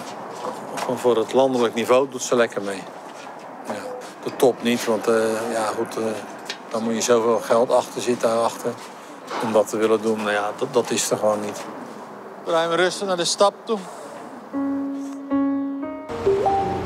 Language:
Dutch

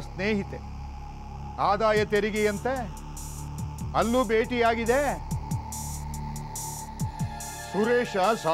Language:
Kannada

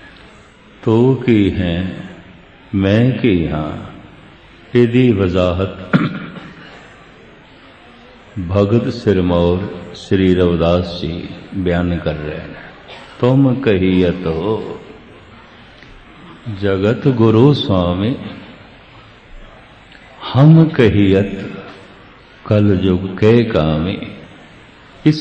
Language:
Punjabi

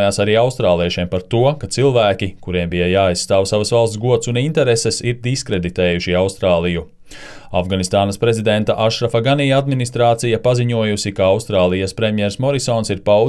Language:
Latvian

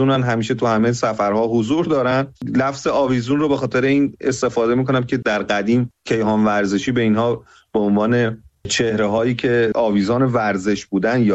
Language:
Persian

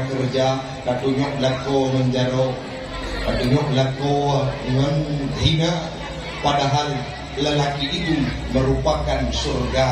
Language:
Achinese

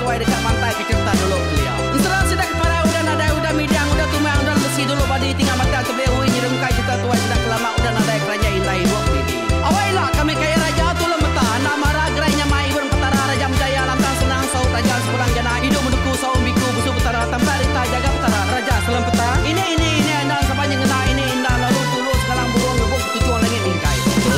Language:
Iban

